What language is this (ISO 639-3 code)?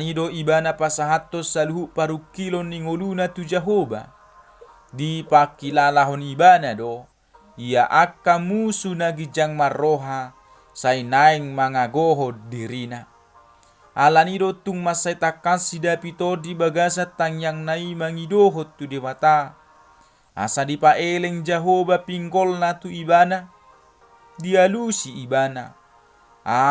bbc